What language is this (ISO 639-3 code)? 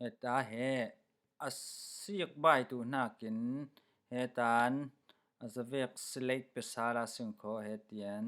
cfm